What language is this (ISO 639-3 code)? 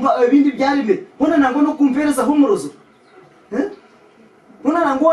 nyn